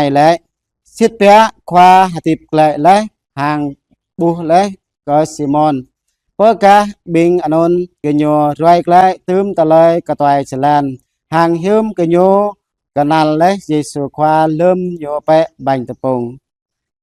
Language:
Jarai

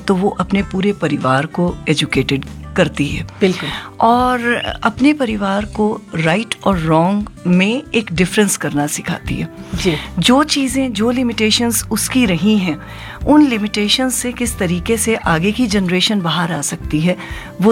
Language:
Hindi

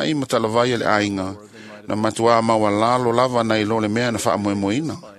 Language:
Samoan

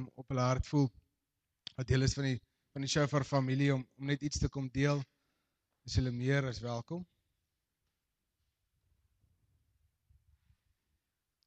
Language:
Afrikaans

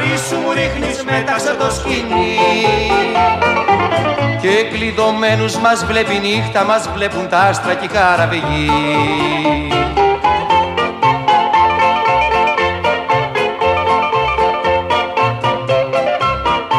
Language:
Greek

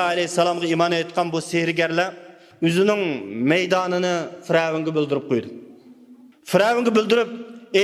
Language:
Uyghur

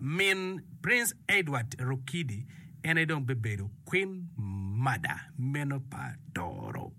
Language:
Acoli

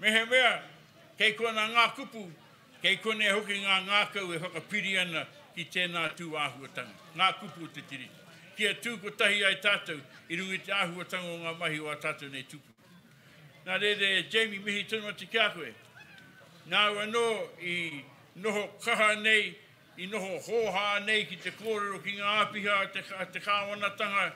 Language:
Māori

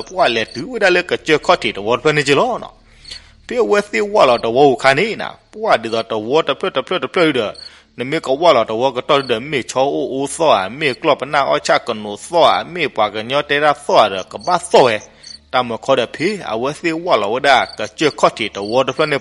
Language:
S'gaw Karen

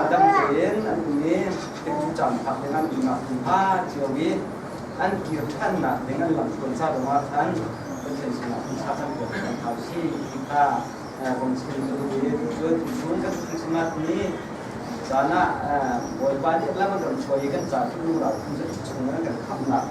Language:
Hakha Chin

